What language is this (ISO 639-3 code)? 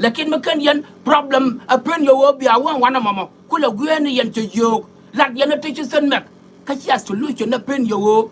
nus